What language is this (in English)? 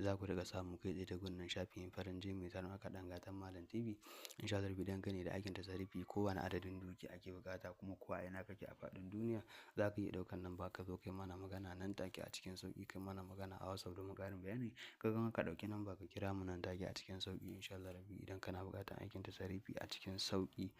Hausa